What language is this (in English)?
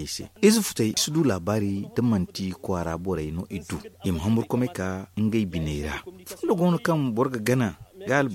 Zarma